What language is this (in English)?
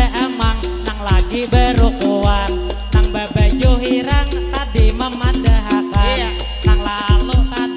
Banjar